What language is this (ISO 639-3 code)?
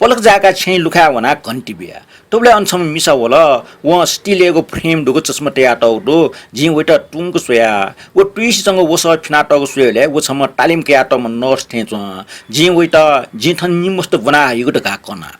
new